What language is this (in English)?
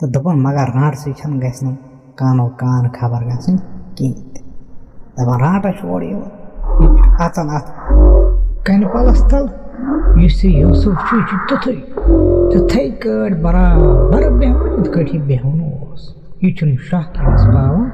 Kashmiri